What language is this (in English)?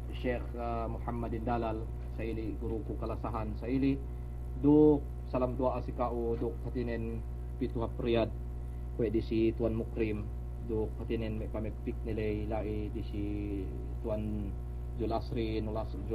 Yakan